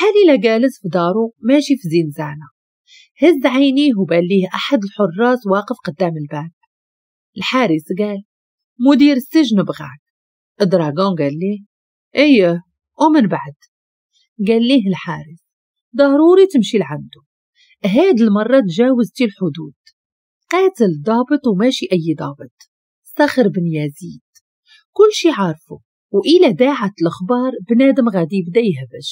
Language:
Moroccan Arabic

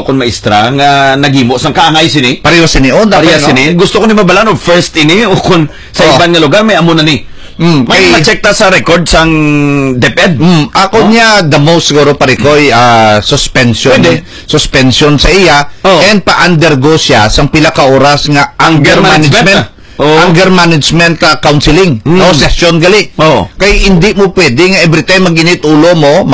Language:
Hiligaynon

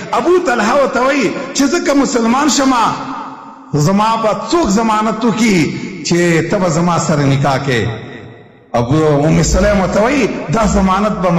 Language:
Pashto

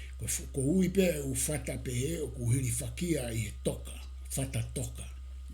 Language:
Tongan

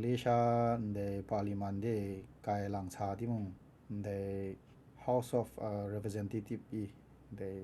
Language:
Kachin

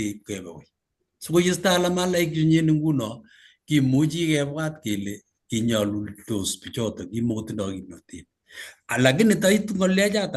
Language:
Kalenjin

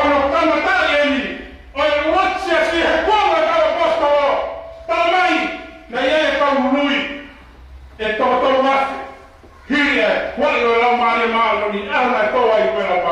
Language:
Tongan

